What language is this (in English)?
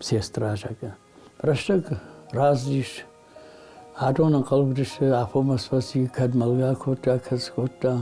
Ossetic